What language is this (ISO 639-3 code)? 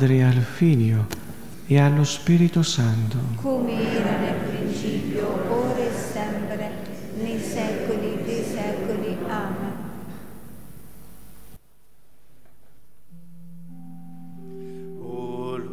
ita